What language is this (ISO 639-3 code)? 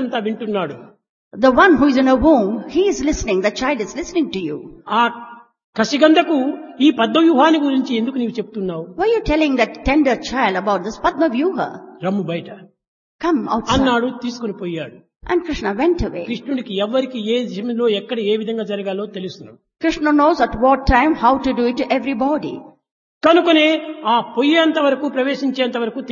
tel